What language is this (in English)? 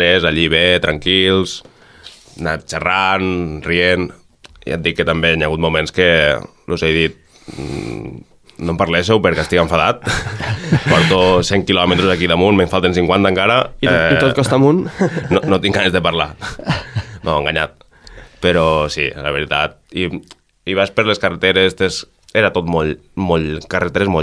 Catalan